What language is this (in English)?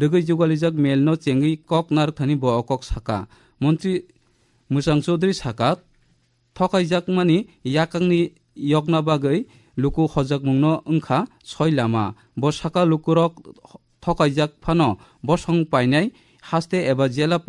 Kok Borok